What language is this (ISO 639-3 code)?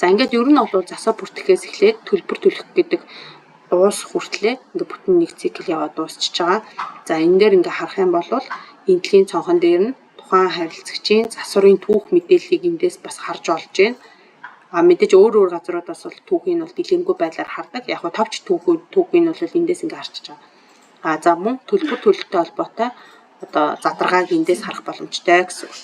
mon